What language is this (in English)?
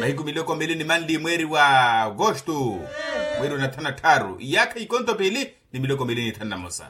Makhuwa